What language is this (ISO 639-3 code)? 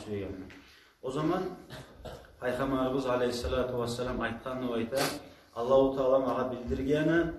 kum